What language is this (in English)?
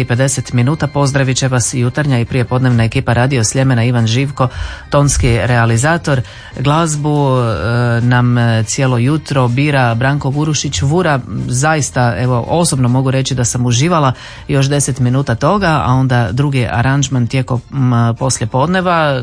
Croatian